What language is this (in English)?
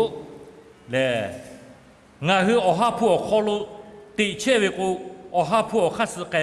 Lahu